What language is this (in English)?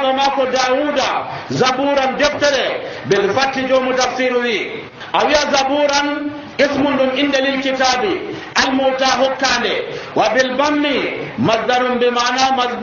Nigerian Fulfulde